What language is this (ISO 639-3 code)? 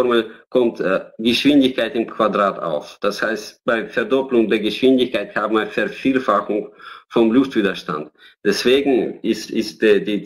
deu